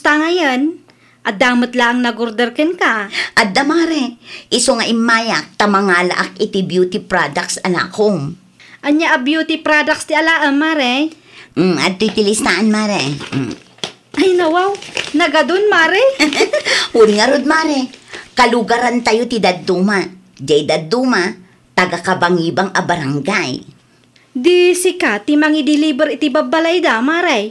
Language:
Iloko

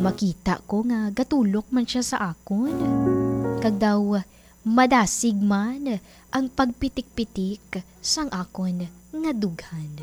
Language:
Hiligaynon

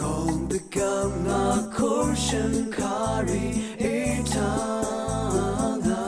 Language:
Rawang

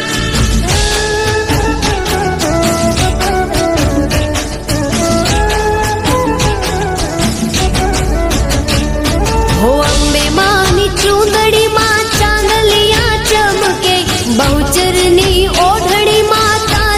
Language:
Gujarati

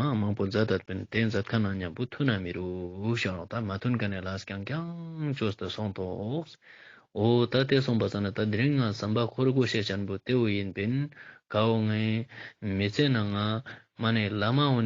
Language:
Ladakhi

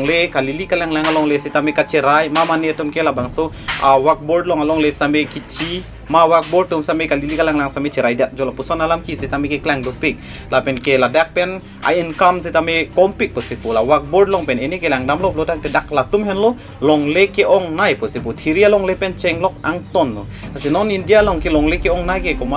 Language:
Karbi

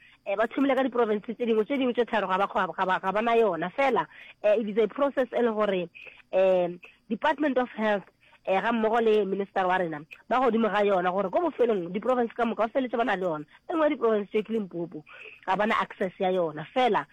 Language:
Northern Sotho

